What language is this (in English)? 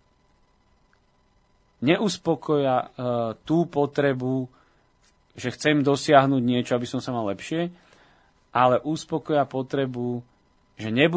Slovak